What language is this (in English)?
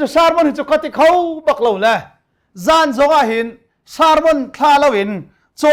Hakha Chin